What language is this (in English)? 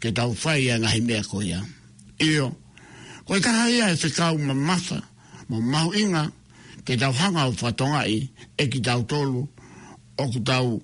Tongan